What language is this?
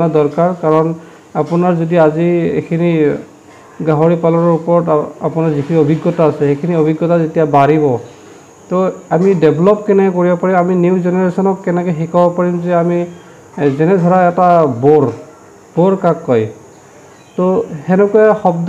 Assamese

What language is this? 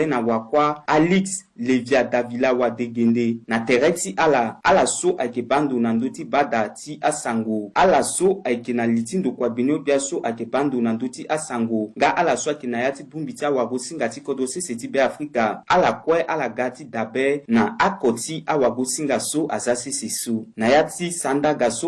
Sango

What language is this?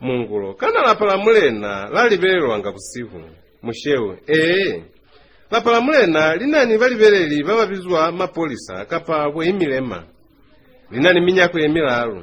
Lozi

